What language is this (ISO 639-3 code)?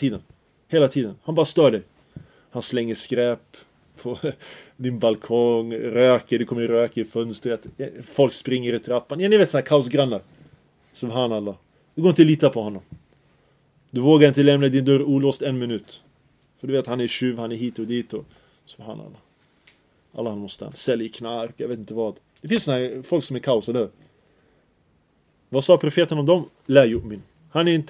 swe